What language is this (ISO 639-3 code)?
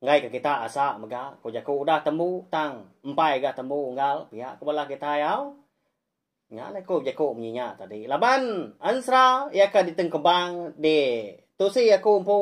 iba